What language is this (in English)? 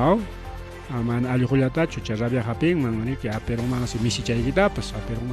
Ayacucho Quechua